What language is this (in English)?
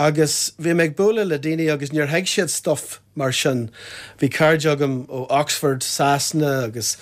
Irish